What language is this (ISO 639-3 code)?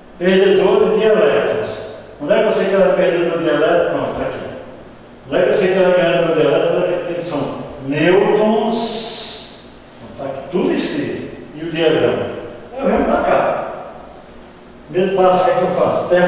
por